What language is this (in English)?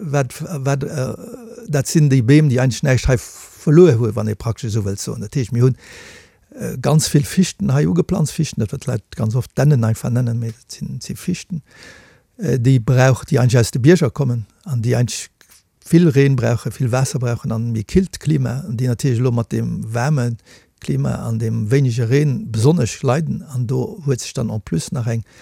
Luxembourgish